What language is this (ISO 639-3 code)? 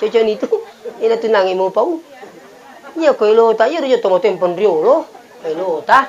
bug